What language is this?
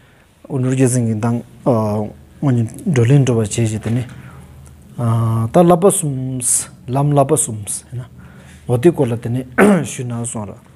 Stod Bhoti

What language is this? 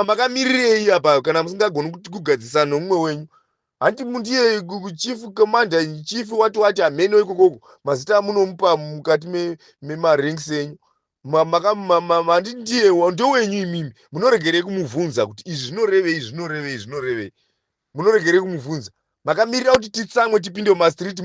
Shona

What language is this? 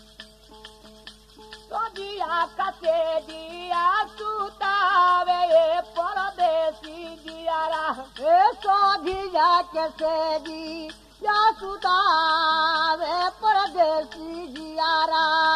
Bhojpuri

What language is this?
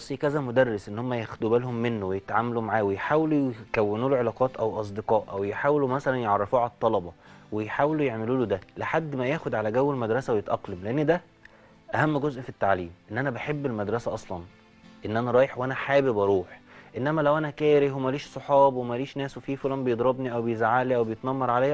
Egyptian Arabic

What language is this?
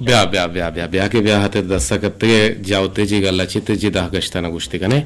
Eastern Balochi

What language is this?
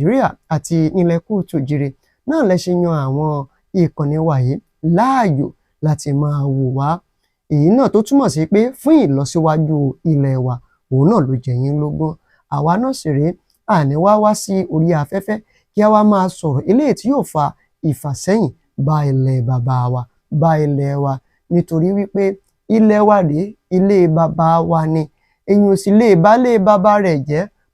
Yoruba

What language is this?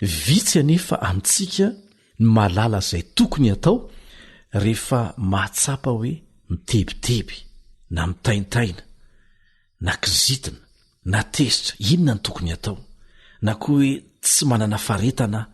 Malagasy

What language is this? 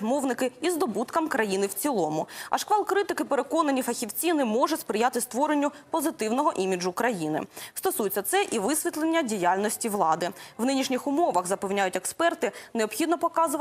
Ukrainian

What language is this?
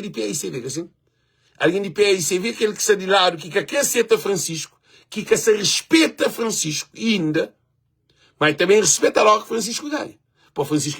Kabuverdianu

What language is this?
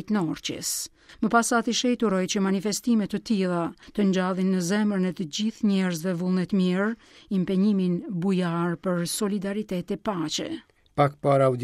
Albanian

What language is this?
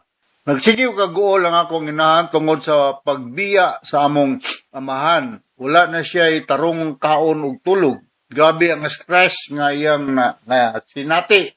Cebuano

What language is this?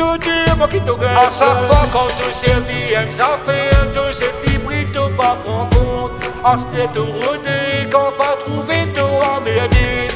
Morisyen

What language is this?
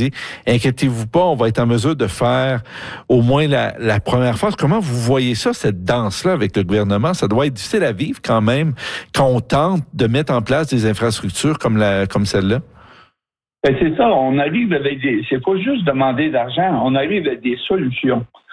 French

